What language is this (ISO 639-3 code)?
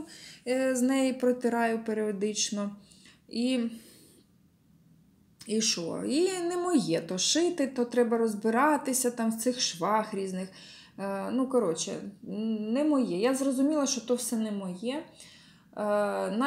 ukr